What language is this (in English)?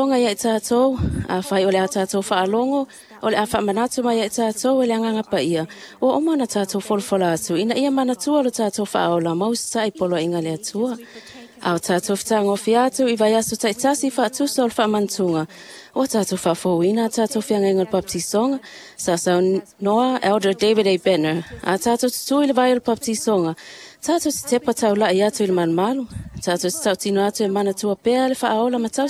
Samoan